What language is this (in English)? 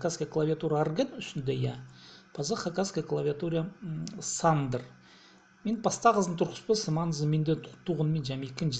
Khakas